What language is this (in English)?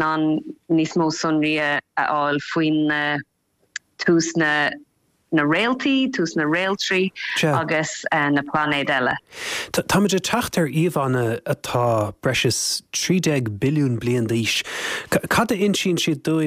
Irish